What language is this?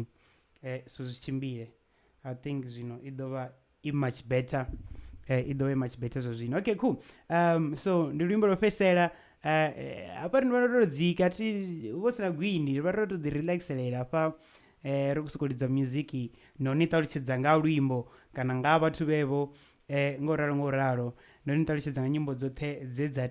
Venda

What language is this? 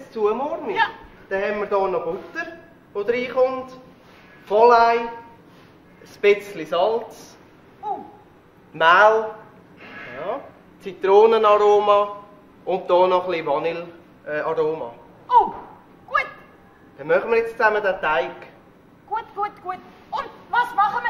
Swiss German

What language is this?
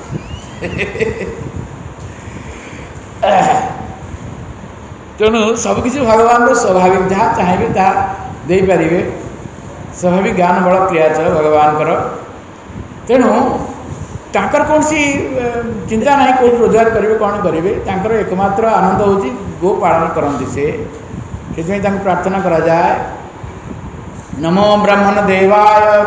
Odia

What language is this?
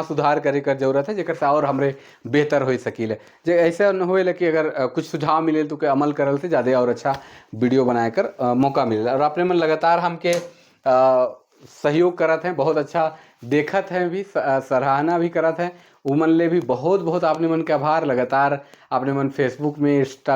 Sadri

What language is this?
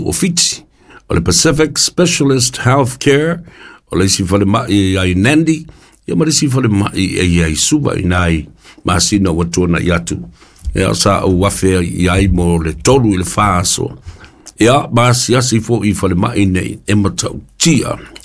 Samoan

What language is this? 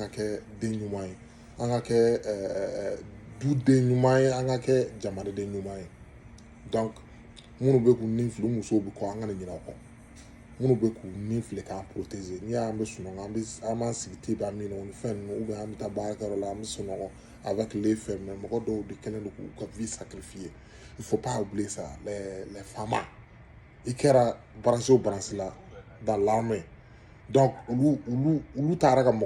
Bambara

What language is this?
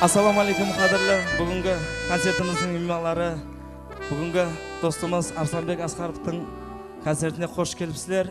Kara-Kalpak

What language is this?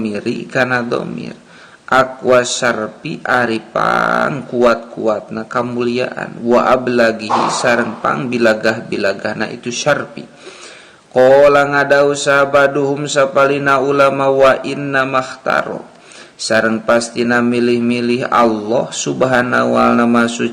Sundanese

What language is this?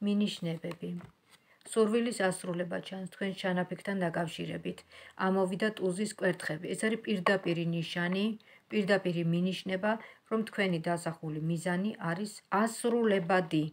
Georgian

